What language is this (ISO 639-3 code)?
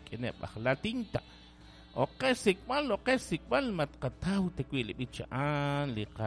kek